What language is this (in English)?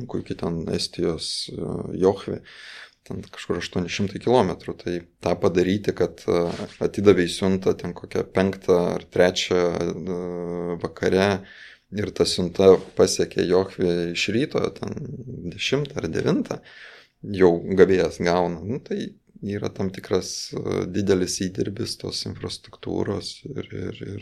Lithuanian